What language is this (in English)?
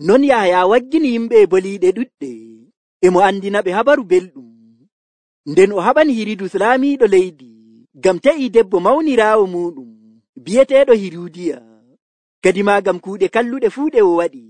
Nigerian Fulfulde